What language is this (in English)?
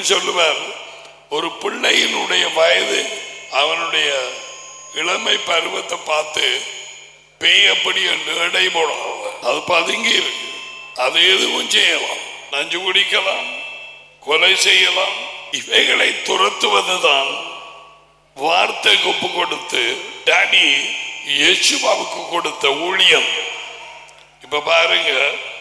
Tamil